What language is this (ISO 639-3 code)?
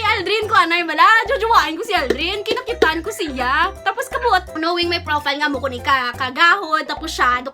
hil